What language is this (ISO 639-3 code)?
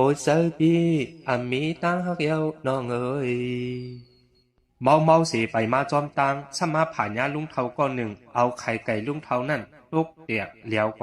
shn